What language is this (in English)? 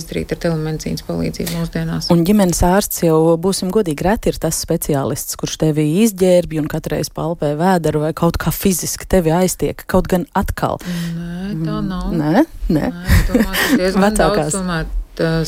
Latvian